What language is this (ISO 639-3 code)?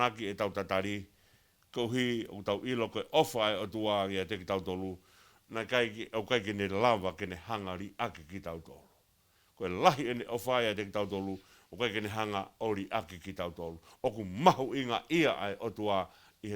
ton